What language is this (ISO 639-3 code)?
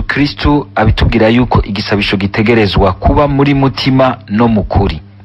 run